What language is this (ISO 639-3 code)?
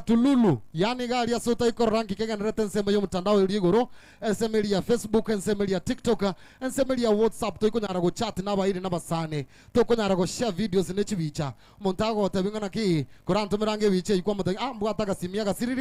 guz